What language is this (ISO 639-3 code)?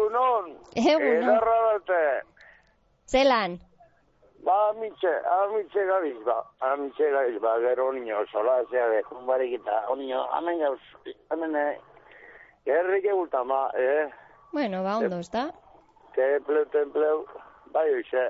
eus